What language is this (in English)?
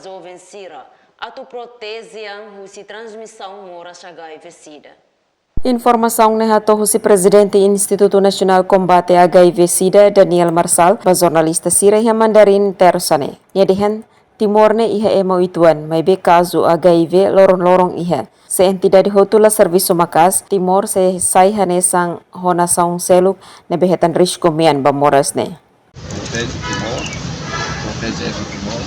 Tetum